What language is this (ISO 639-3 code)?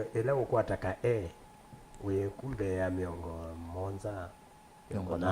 kam